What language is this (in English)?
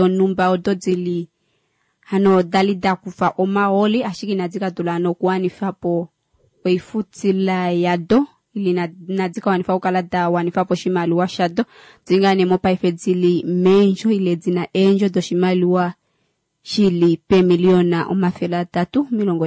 Kuanyama